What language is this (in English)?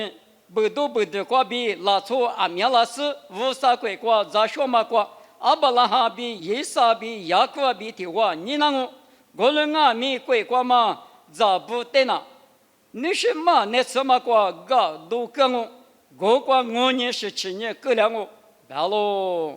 Lisu